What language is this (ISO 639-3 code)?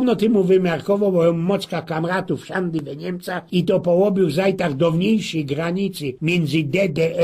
szl